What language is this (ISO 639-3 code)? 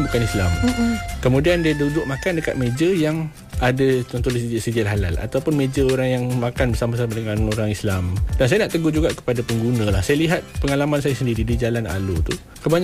msa